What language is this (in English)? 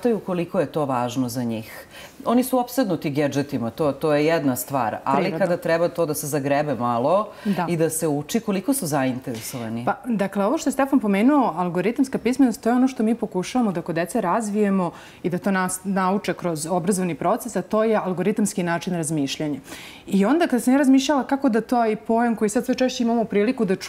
Serbian